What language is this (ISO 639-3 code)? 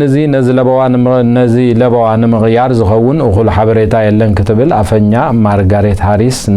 tir